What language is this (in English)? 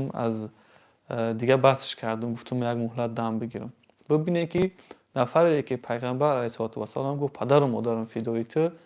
Tajik